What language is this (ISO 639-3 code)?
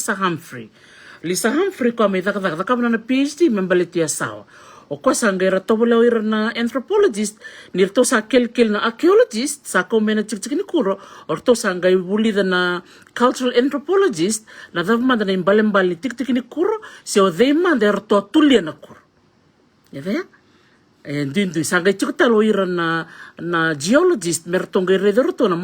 fij